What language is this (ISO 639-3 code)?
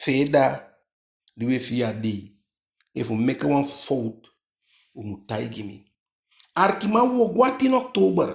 djk